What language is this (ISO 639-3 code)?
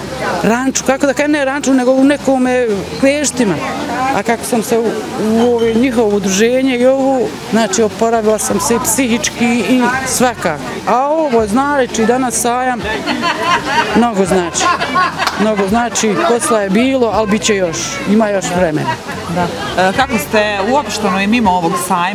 bos